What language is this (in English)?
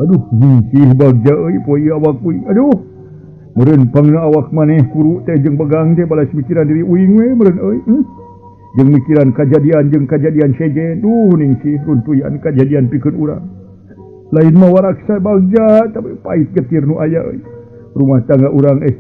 Sundanese